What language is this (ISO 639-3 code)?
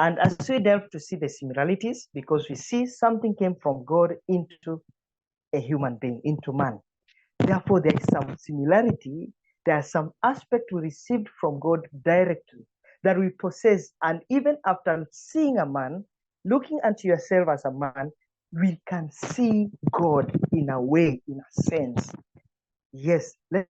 eng